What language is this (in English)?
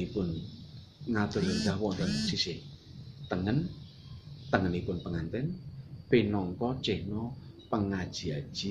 Javanese